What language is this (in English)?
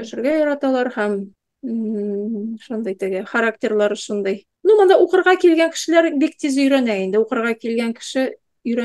Tatar